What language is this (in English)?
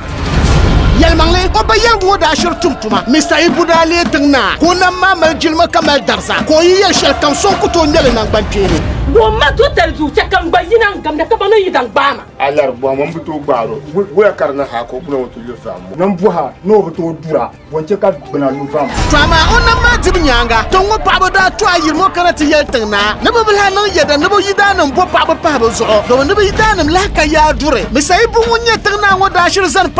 Dagbani